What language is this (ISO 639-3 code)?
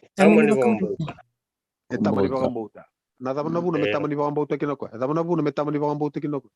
fij